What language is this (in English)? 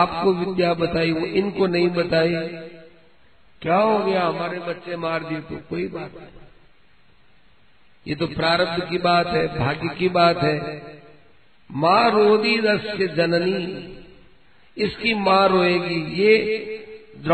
Hindi